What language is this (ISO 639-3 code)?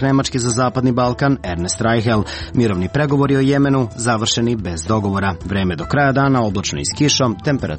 srp